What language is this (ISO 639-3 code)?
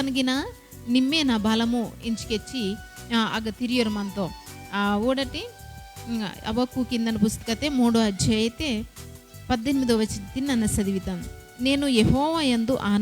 kff